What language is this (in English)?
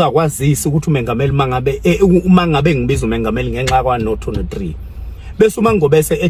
Zulu